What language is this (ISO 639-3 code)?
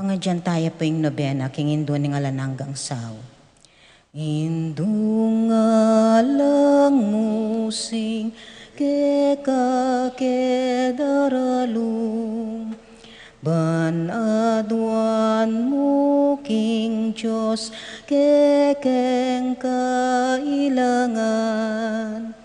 pam